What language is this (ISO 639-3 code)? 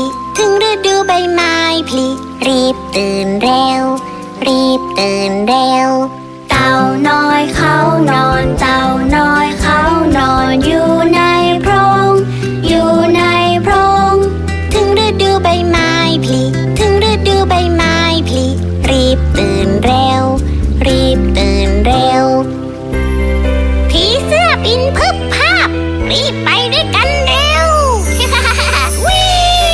tha